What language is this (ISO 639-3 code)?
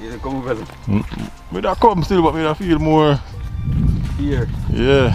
jam